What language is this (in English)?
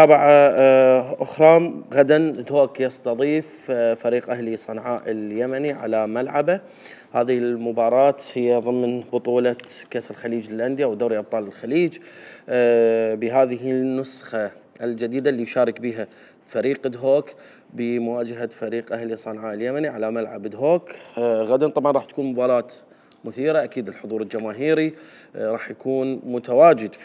Mesopotamian Arabic